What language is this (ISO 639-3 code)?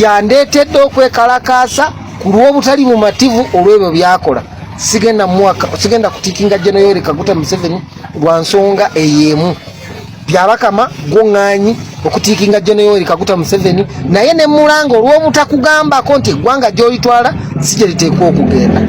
lug